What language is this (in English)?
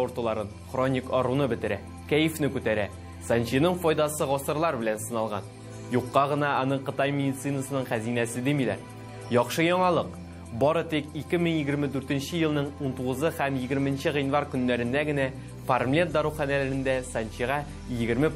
Tatar